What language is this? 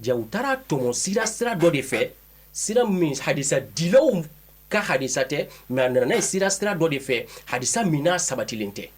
Bambara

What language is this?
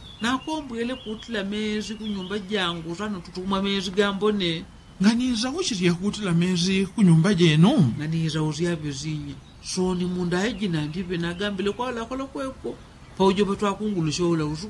Yao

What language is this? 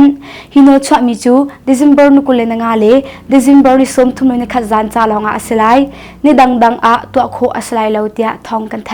Hakha Chin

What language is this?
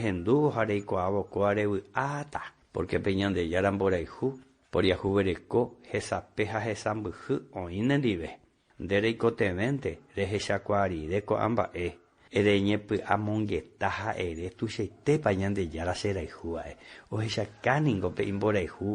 Guarani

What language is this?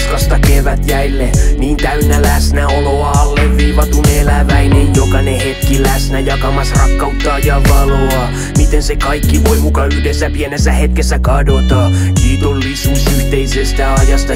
Finnish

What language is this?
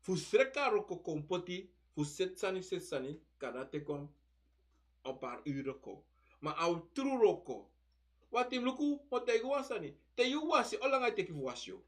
Sranan Tongo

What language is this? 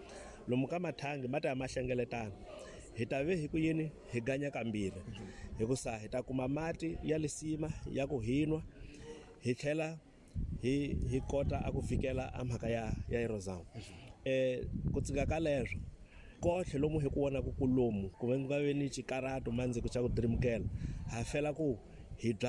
Tsonga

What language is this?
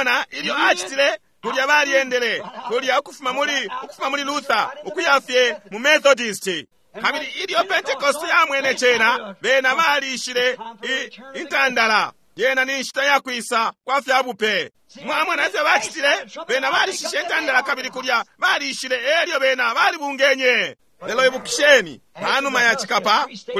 Bemba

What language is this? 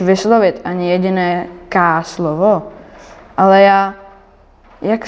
Czech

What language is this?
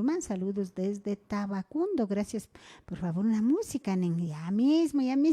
Imbabura Highland Quichua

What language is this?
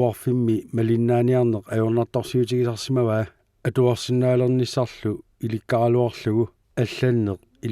Kalaallisut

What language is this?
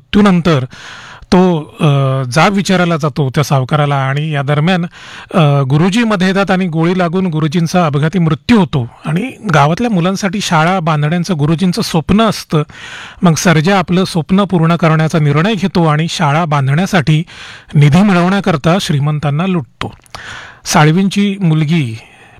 Marathi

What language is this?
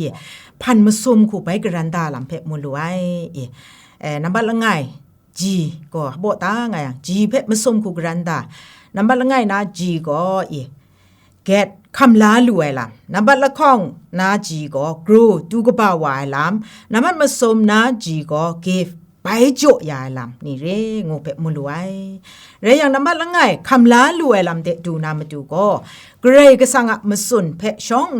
Kachin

